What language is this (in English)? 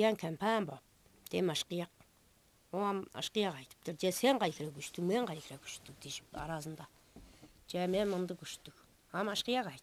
Tuvinian